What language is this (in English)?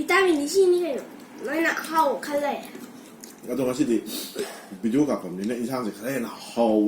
Manipuri